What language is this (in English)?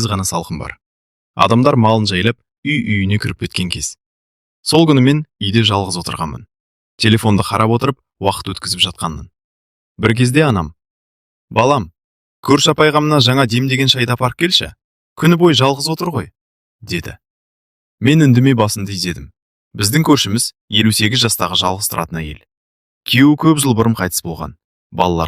Kazakh